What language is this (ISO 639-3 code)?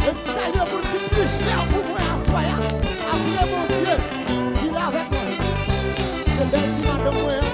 hat